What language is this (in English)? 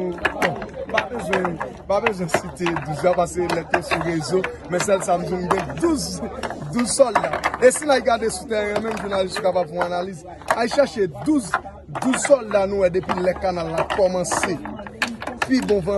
Haitian Creole